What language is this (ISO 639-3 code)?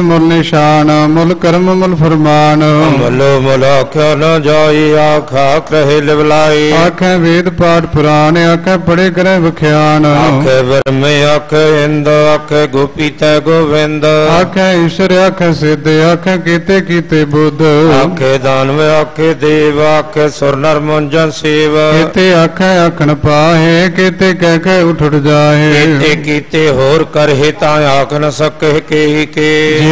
pan